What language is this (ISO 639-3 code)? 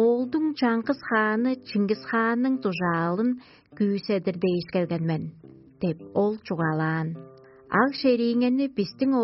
tyv